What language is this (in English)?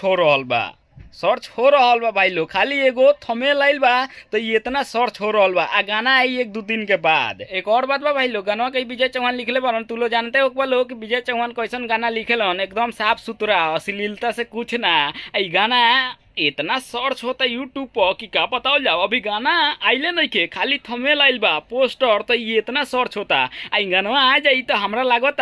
Bhojpuri